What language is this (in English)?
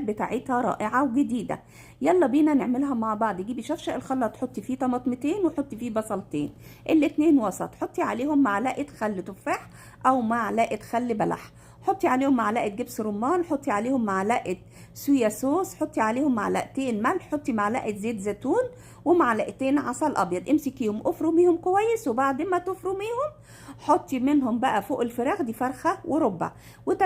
Egyptian Arabic